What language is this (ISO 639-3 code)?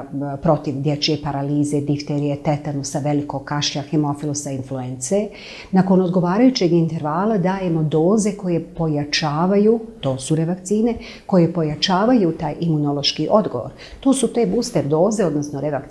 bos